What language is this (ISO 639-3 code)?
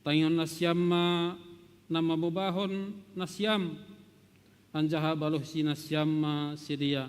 bts